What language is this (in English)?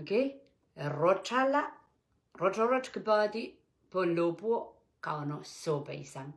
Pohnpeian